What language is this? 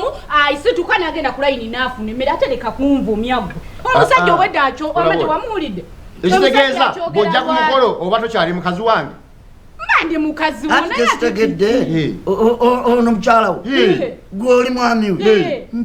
Ganda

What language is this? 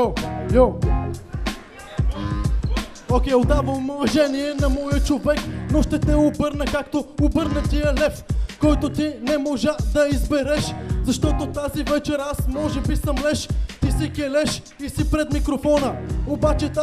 Bulgarian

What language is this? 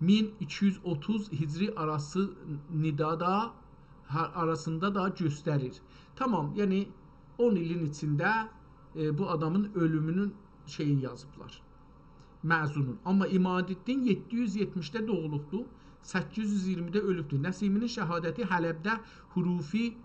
South Azerbaijani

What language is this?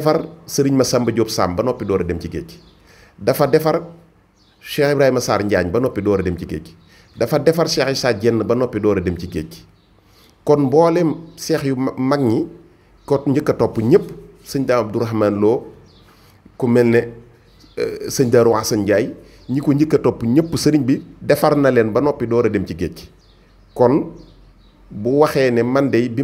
Wolof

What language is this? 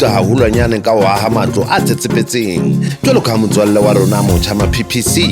Southern Sotho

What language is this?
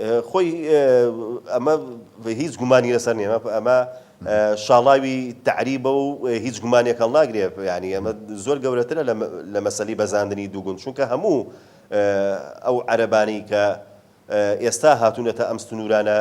Central Kurdish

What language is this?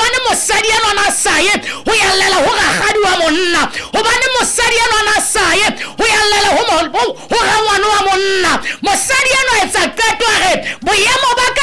Southern Sotho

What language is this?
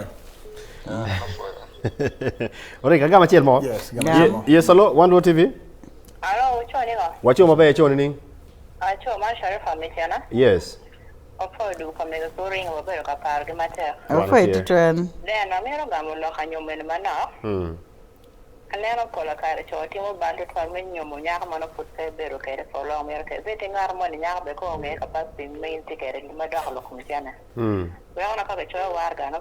Acoli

